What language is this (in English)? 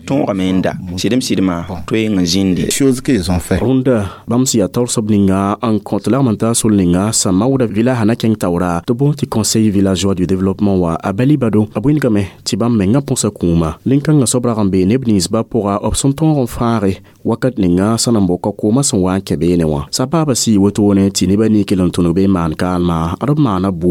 Mossi